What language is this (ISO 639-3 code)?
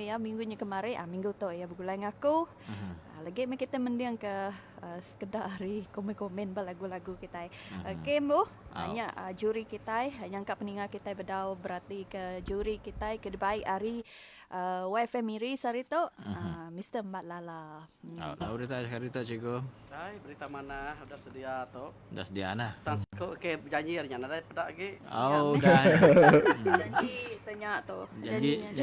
iba